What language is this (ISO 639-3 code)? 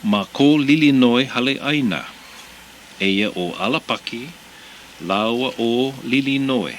haw